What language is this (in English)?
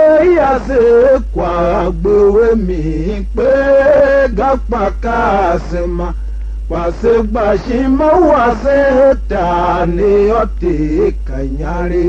Tiv